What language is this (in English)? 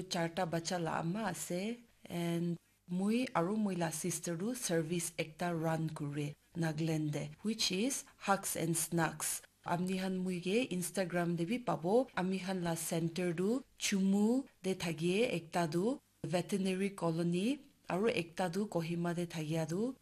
Naga Pidgin